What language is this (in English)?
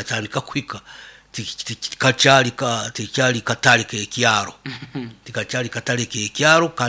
Nyoro